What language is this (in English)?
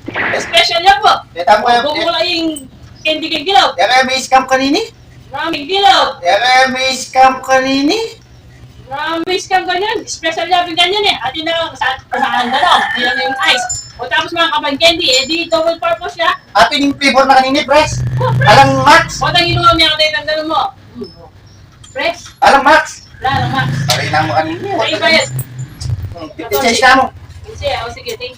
Pampanga